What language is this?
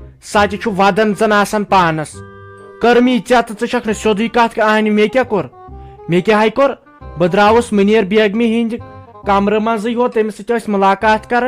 Kashmiri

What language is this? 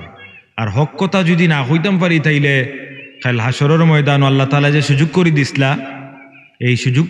Sylheti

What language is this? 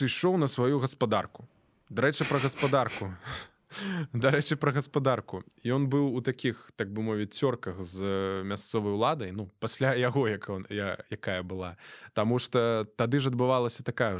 Belarusian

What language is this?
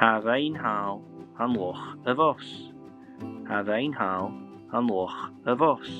Scottish Gaelic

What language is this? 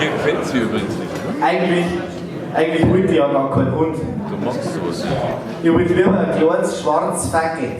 Bavarian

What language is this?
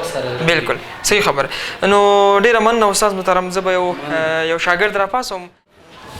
Pashto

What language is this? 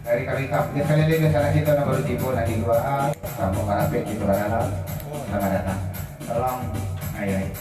Minangkabau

